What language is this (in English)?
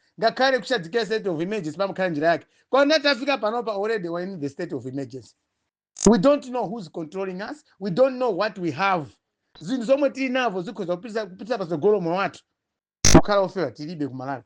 Nyanja